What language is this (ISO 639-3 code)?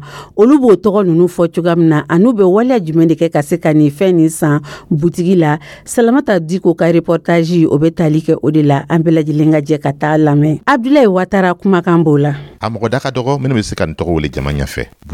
dyu